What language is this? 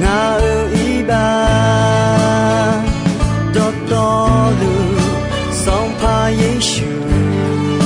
Akha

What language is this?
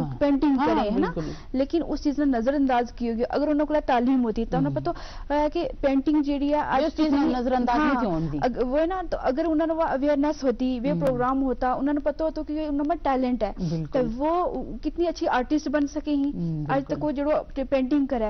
Gujari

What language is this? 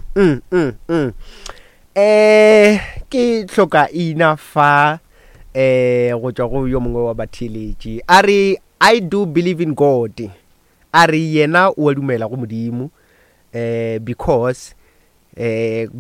Northern Sotho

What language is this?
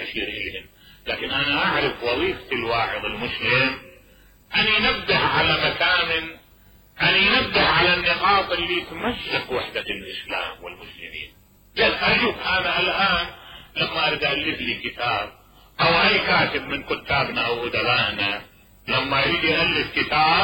Mesopotamian Arabic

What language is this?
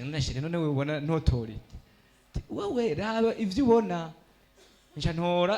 Rundi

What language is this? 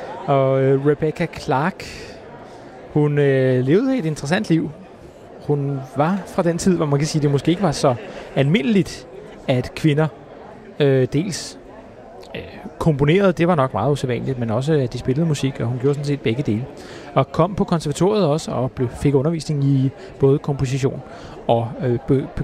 Danish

